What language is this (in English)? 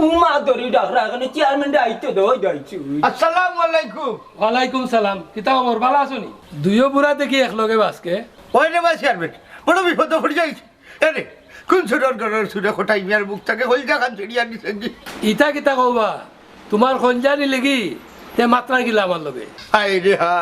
Sylheti